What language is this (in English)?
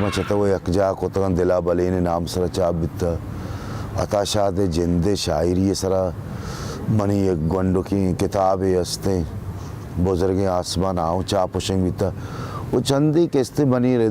Baluchi